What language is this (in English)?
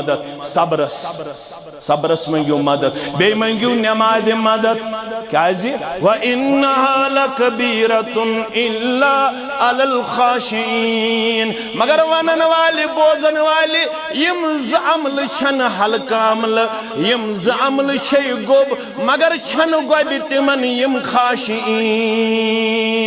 Kashmiri